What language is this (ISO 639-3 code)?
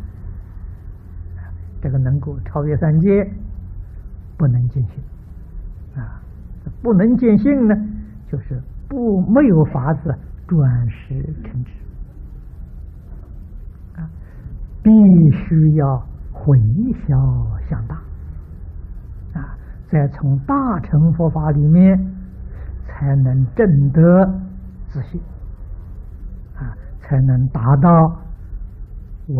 zho